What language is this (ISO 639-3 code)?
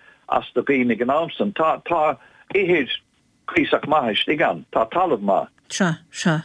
gle